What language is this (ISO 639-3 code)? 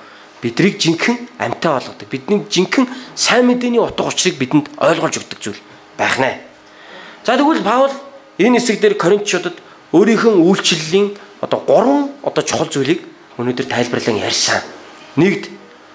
mon